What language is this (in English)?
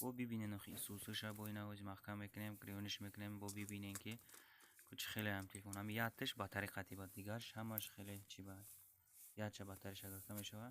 Tajik